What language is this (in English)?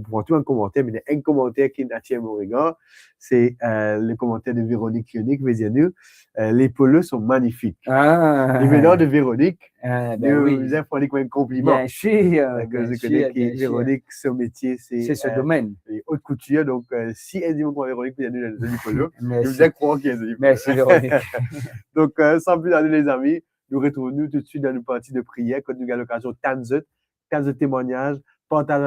Morisyen